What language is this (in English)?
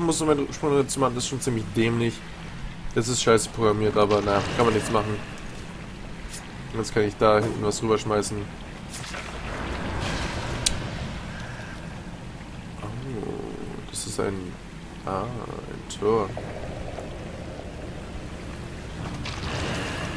German